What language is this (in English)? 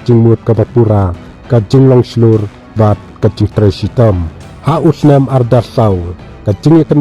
Khasi